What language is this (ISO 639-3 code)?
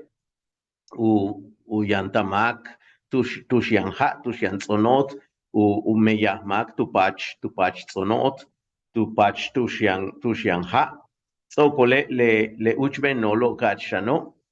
yua